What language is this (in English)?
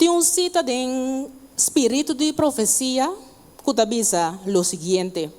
Papiamento